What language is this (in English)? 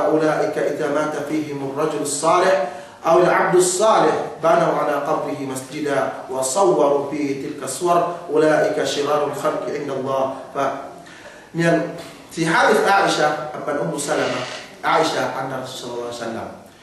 Yakan